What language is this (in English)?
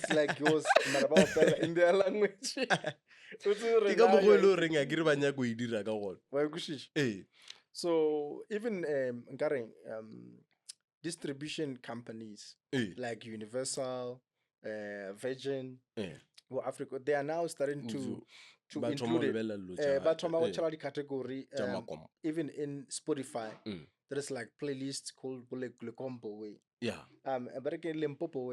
Northern Sotho